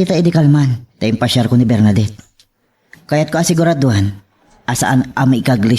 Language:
Iloko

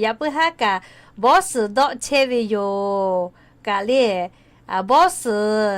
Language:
Lahu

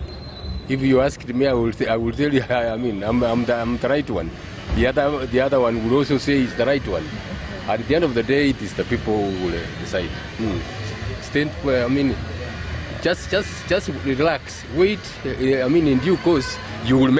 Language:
Gusii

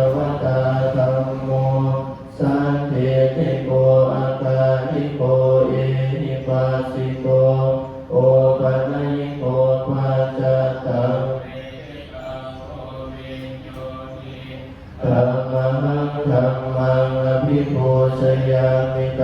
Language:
Pali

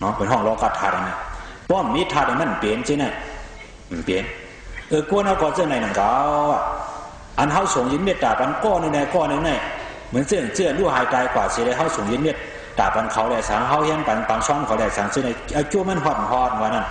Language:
Shan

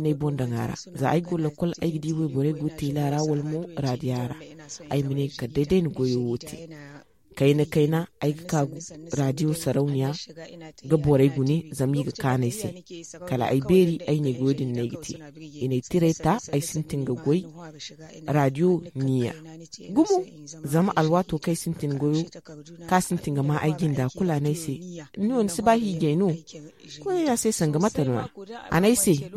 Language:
Zarma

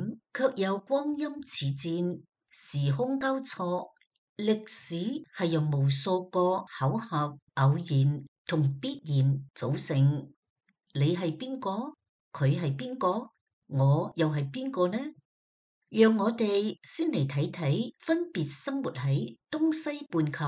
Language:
Cantonese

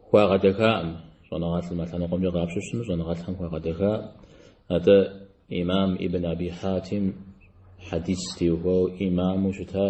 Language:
Kabardian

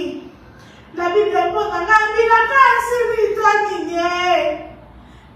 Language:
Lingala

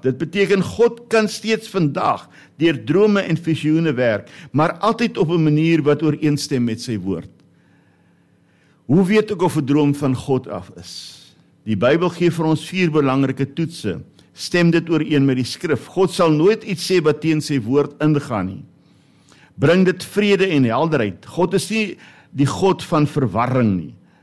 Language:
Afrikaans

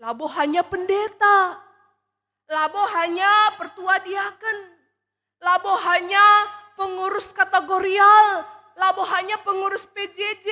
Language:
Batak Karo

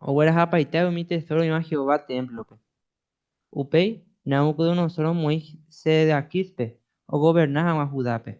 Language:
Guarani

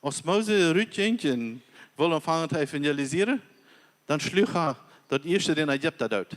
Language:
Plautdietsch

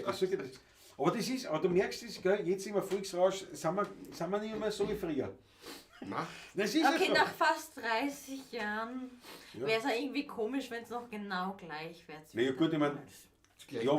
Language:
Bavarian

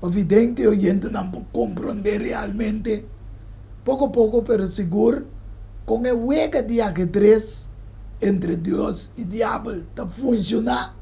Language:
Papiamento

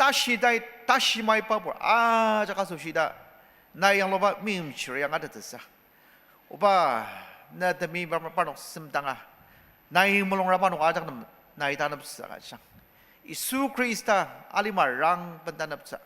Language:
Ao Naga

